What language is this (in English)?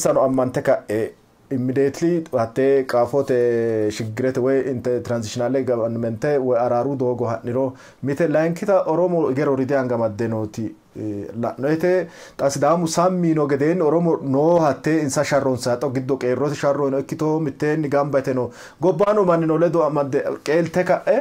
Sidamo